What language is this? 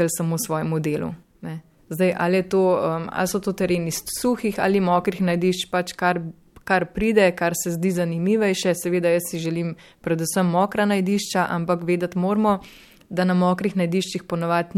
Slovenian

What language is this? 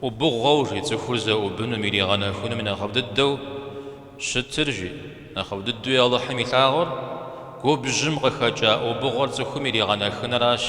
Kabardian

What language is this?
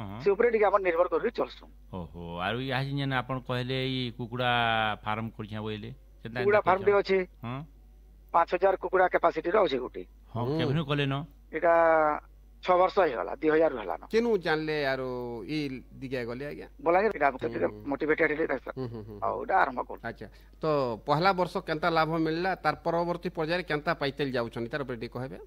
Odia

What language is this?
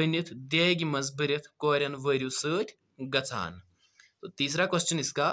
Kashmiri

